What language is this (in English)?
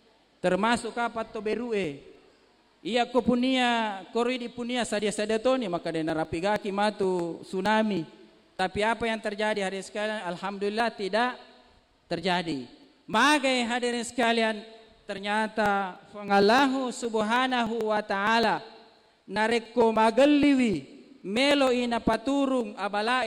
Buginese